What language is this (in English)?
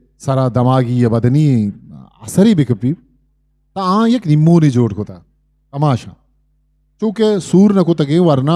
Eastern Balochi